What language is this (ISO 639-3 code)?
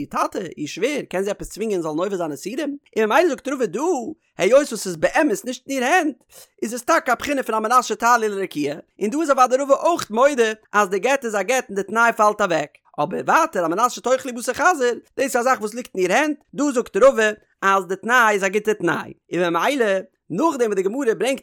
yid